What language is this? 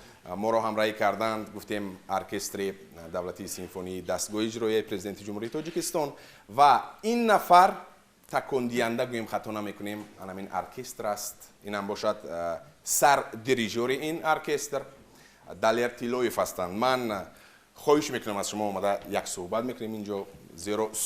Tajik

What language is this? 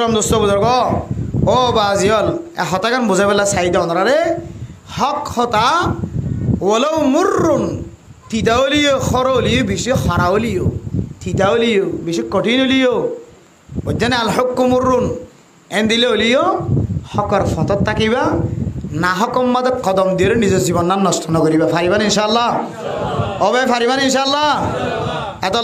Rohingya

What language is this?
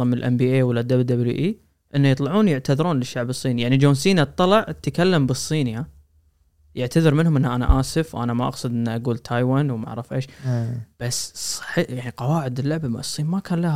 Gulf Arabic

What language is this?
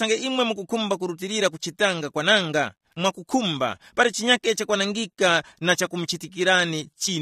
Tumbuka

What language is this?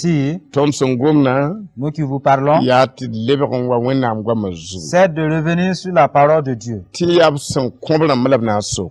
Mossi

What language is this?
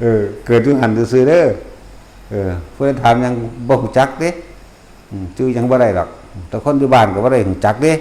Northeastern Thai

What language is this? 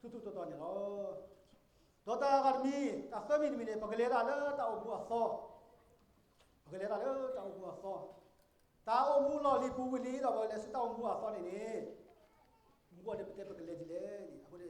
S'gaw Karen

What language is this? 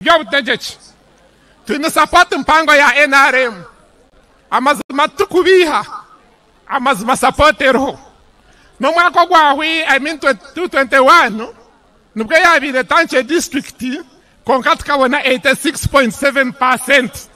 Nyankole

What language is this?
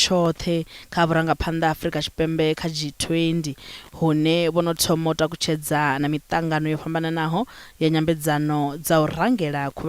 Venda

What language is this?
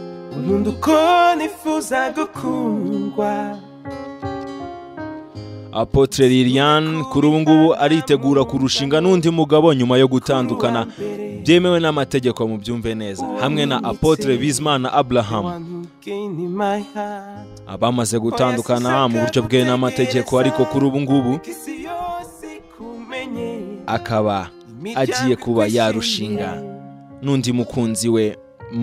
Kinyarwanda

